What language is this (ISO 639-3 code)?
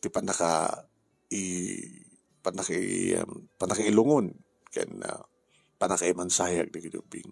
ilo